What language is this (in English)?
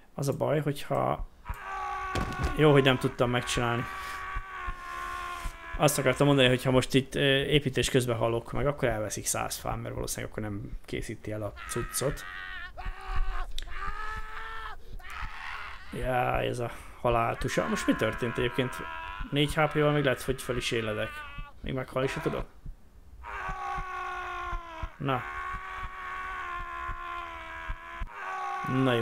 Hungarian